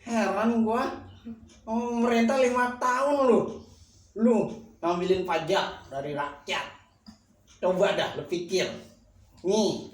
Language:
Betawi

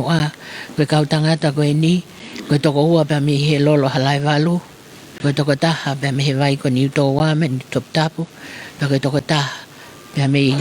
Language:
Tongan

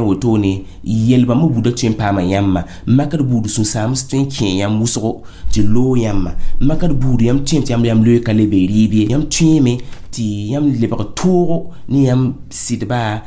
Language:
Mossi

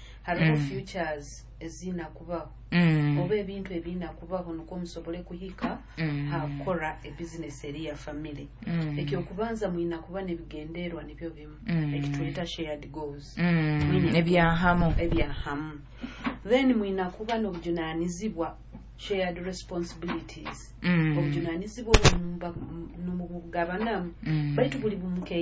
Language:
Nyoro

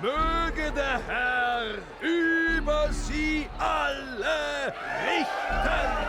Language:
Bavarian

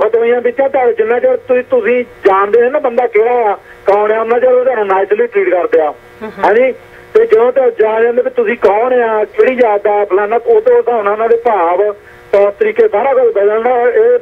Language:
Punjabi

